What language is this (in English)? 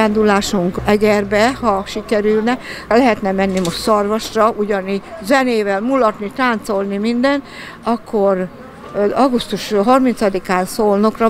Hungarian